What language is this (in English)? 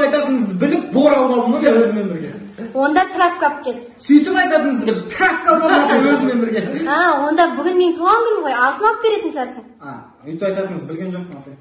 Kazakh